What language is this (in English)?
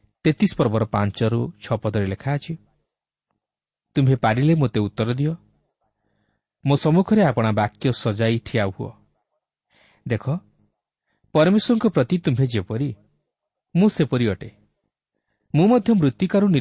Odia